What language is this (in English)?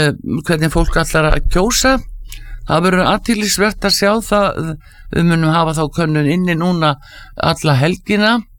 Icelandic